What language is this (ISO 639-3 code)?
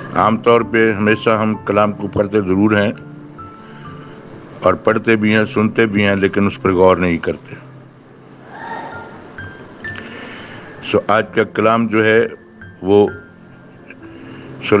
urd